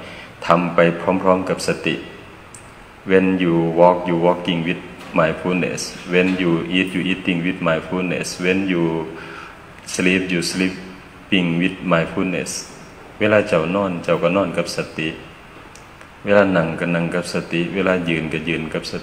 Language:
Thai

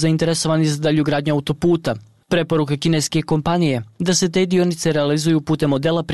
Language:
Bosnian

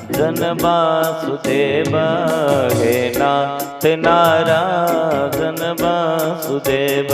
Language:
Dogri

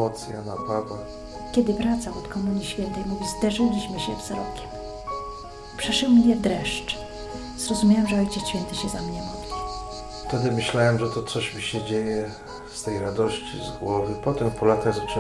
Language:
Polish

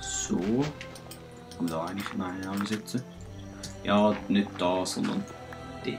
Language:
Swiss German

